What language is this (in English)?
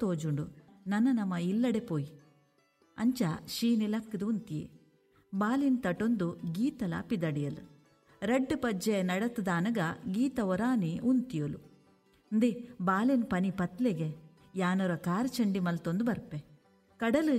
Tulu